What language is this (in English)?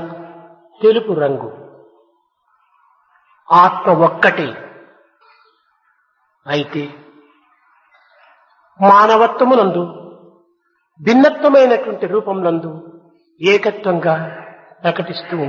Telugu